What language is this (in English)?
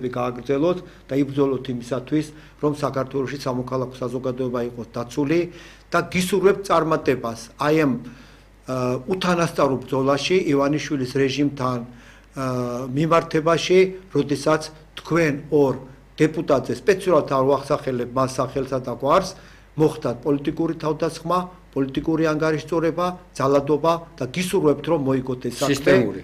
Georgian